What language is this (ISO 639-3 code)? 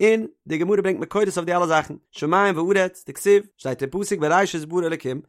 yid